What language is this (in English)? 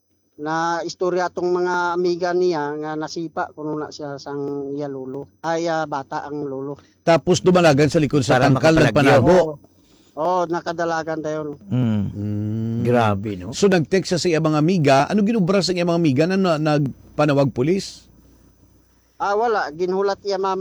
Hiligaynon